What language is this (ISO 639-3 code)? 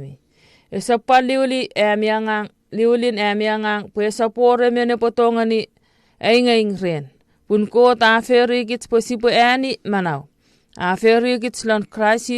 chk